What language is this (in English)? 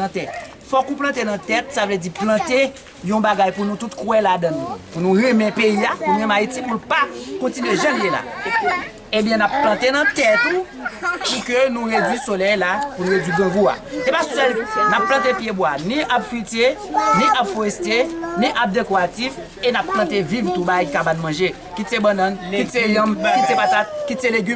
Haitian Creole